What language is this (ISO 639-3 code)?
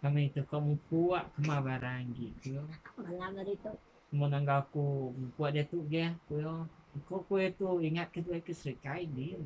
iba